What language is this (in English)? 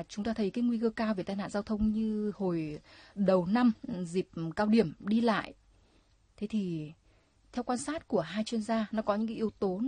Vietnamese